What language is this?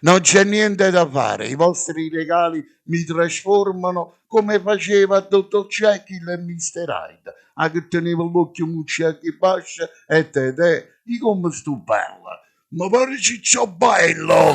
Neapolitan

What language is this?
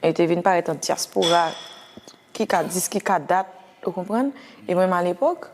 Haitian Creole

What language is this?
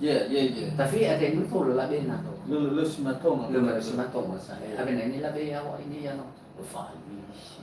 Nias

